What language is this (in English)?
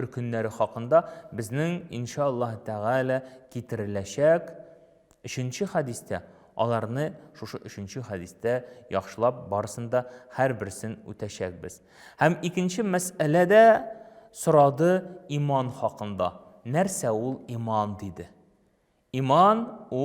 Tatar